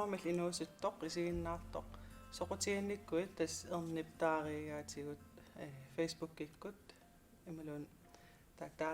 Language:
Kalaallisut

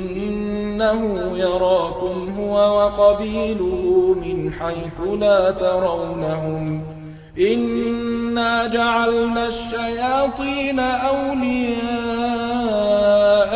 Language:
Arabic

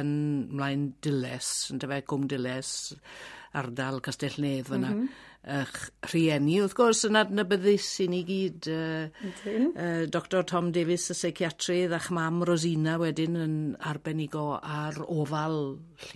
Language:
Welsh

